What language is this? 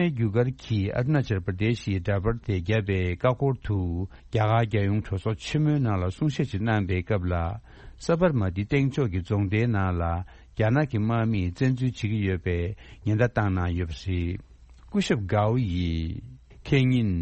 Tibetan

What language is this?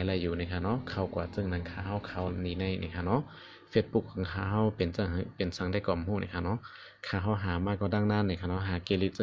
Shan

